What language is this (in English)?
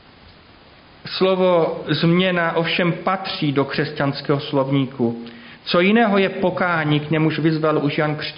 Czech